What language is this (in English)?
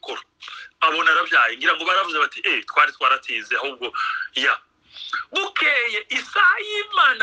Kinyarwanda